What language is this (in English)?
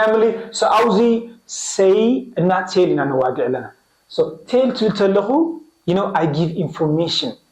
Tigrinya